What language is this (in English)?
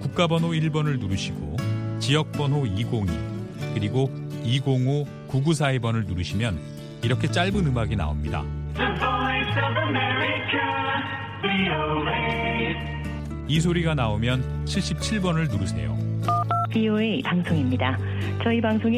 Korean